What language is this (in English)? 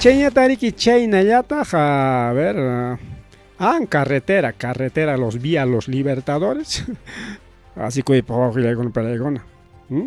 Ayacucho Quechua